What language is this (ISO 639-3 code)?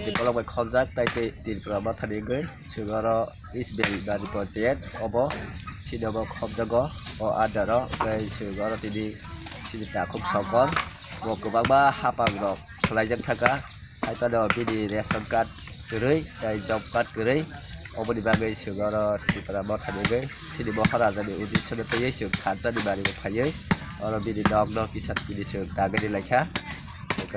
trp